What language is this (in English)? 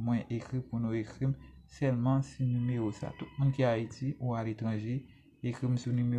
Haitian Creole